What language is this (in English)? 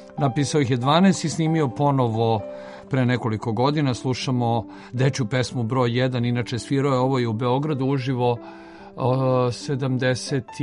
Serbian